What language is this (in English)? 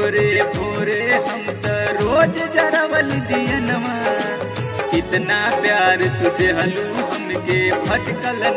Bhojpuri